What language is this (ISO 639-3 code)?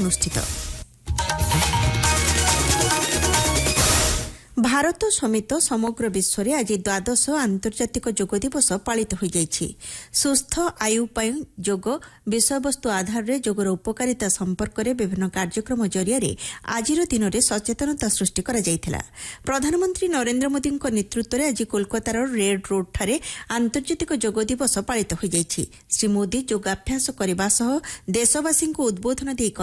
ori